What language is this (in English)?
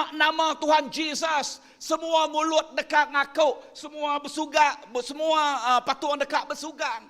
Iban